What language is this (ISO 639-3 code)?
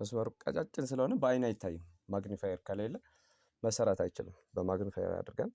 amh